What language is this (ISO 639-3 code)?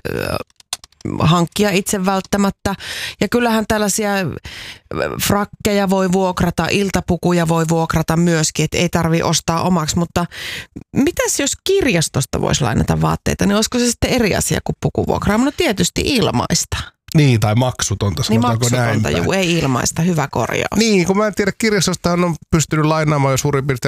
fin